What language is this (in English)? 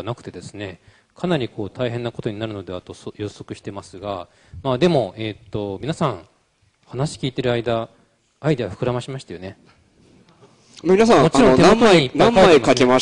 Japanese